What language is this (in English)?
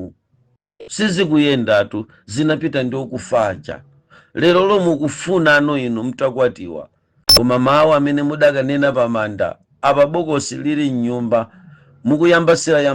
Nyanja